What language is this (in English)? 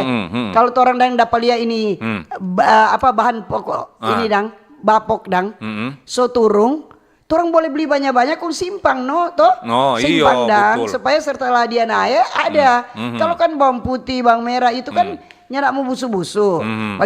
Manado Malay